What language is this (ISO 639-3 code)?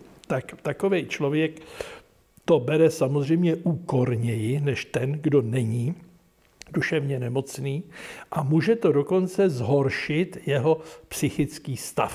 ces